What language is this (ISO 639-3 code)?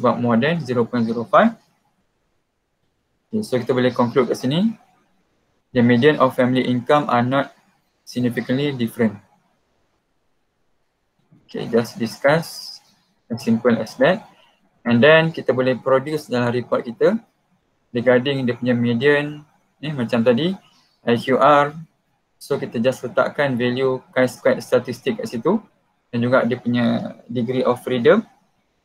msa